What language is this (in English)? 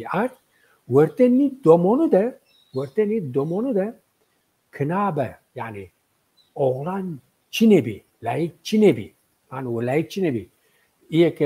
Zaza